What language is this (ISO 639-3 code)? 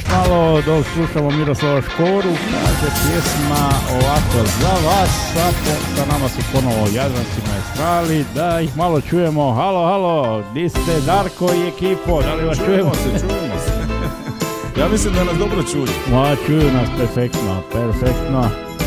hrv